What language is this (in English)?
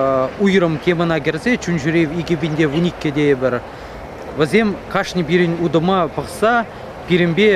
Chuvash